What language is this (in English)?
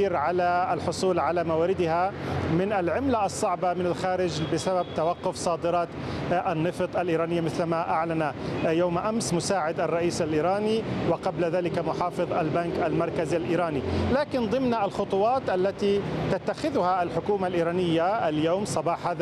Arabic